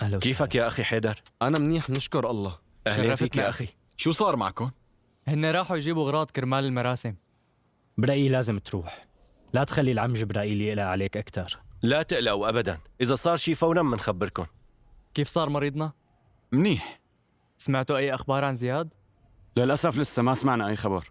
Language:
North Levantine Arabic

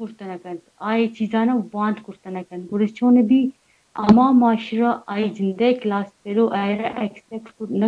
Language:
Baluchi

